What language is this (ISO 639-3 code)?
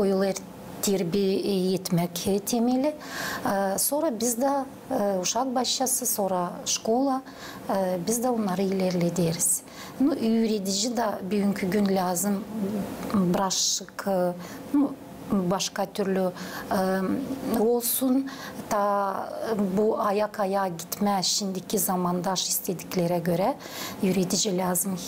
gag